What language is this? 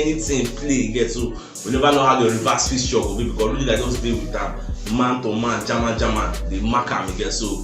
Nigerian Pidgin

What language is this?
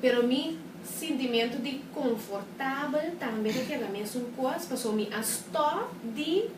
Papiamento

